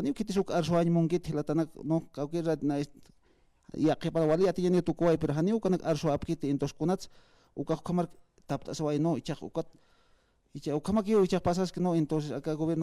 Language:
Aymara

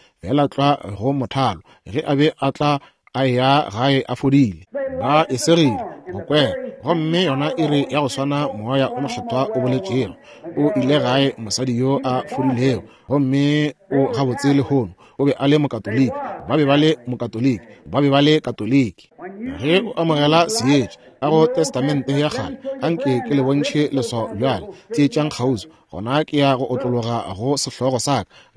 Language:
Northern Sotho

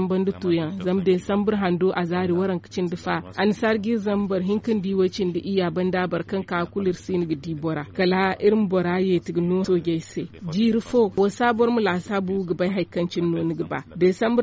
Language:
Zarma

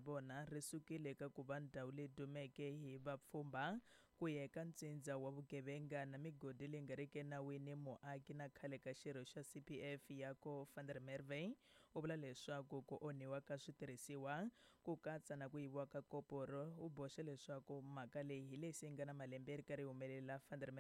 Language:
Tsonga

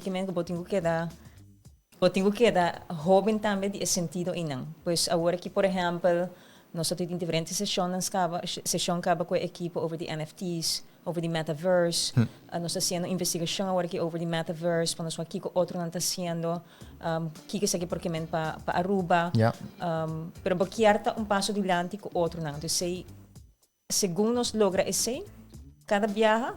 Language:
Papiamento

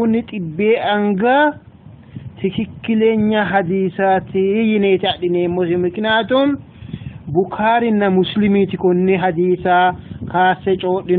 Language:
Sidamo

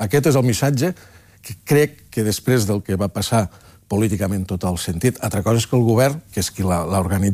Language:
Catalan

